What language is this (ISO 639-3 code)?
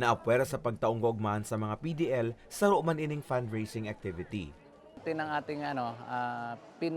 bik